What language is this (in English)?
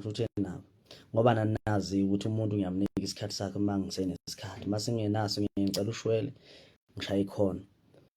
Zulu